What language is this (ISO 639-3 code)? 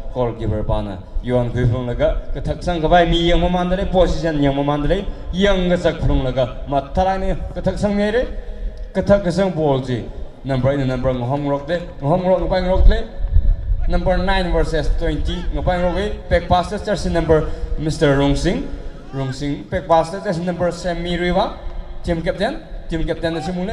nmf